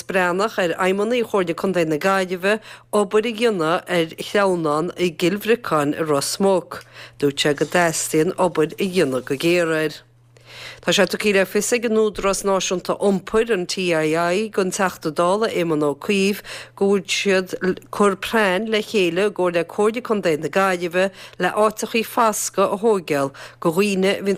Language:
Irish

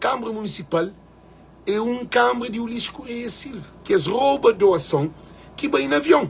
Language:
Kabuverdianu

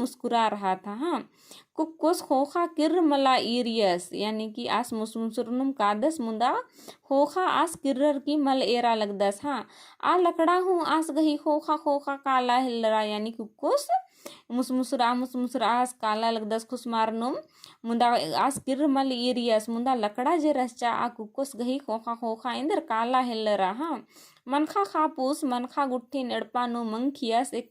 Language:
Kurukh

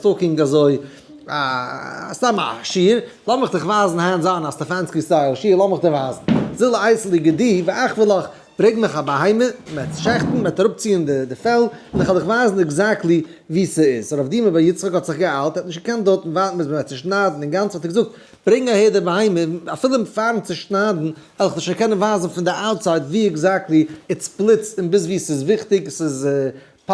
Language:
Yiddish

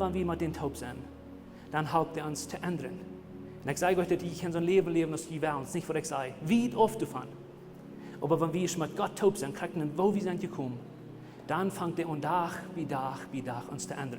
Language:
Plautdietsch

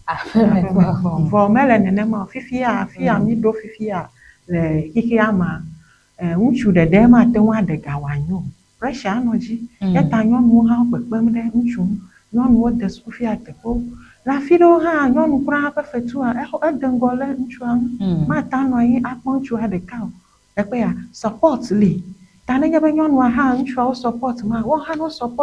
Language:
Ewe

